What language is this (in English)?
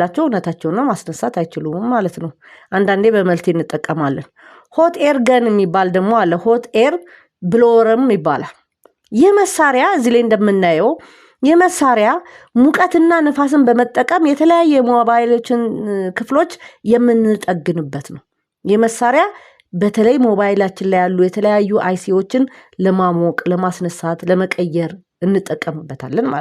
Amharic